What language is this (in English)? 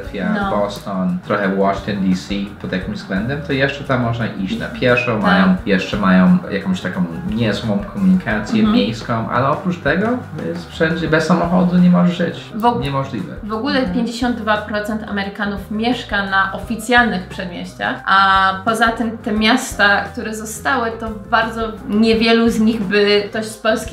Polish